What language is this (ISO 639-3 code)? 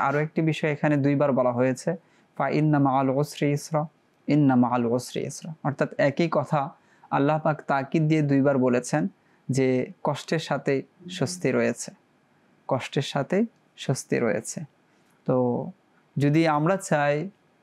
ben